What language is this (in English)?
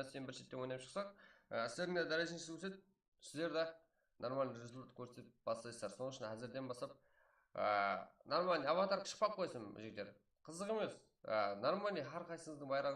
Kara-Kalpak